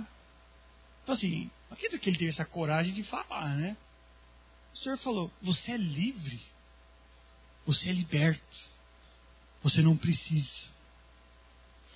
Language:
Portuguese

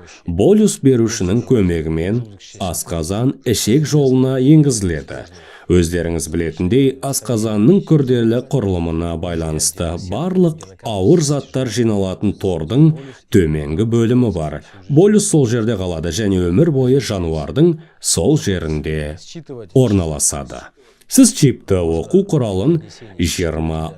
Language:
Kazakh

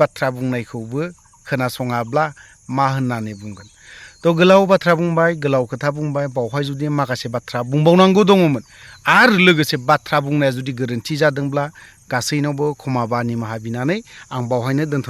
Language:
Bodo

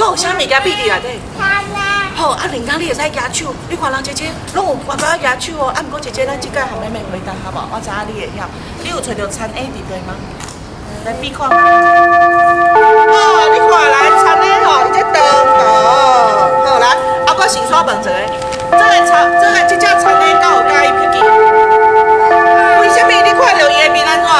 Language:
Min Nan Chinese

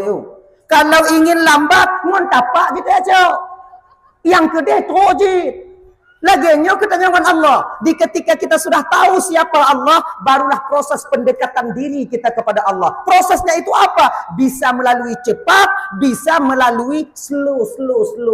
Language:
Achinese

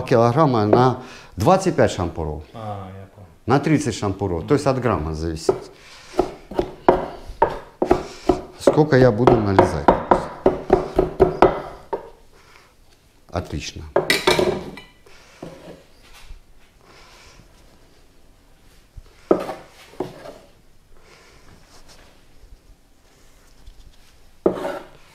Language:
Russian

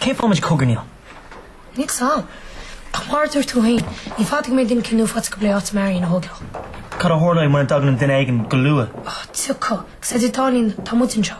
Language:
Irish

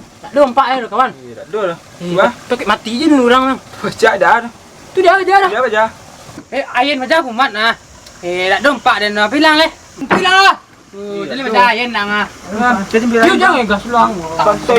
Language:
Minangkabau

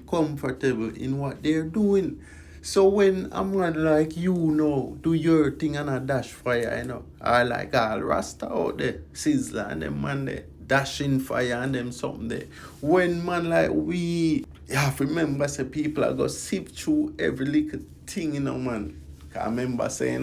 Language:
Jamaican Creole English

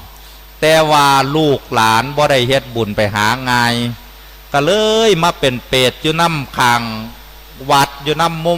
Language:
Northeastern Thai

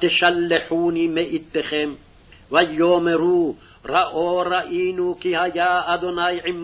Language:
Hebrew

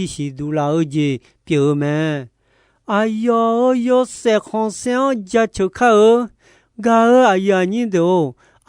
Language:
Akha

